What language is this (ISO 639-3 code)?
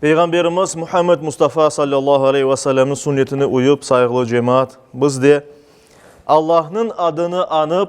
crh